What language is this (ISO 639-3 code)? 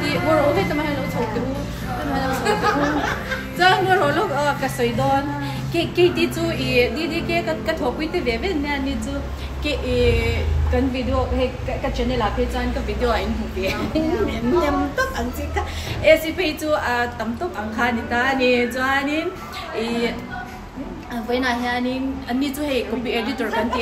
lus